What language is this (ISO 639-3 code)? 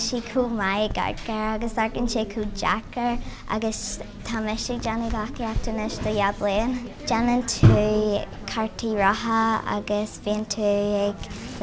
gle